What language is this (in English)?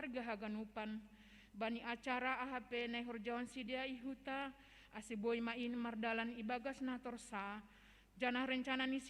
Batak Simalungun